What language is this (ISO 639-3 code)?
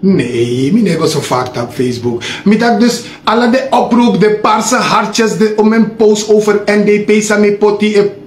srn